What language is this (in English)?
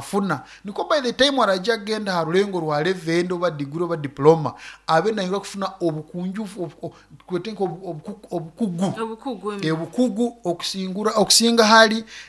Nyoro